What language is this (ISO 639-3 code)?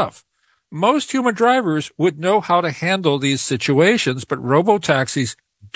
eng